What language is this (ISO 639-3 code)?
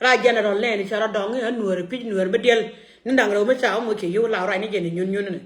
nus